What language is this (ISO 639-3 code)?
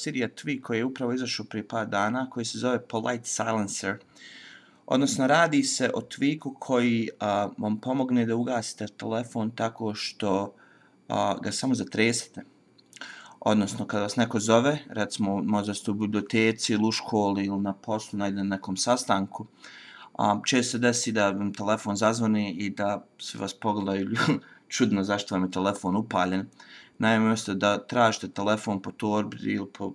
bos